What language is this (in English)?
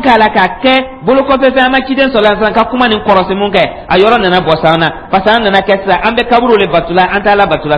Dyula